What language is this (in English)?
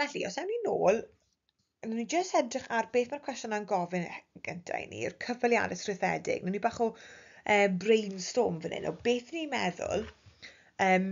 Welsh